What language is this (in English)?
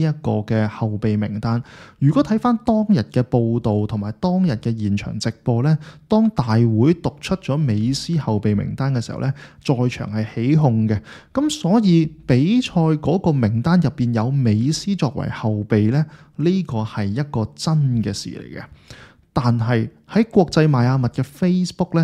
Cantonese